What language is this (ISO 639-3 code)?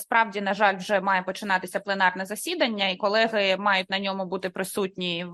ukr